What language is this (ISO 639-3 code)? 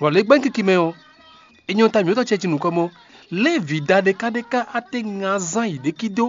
fon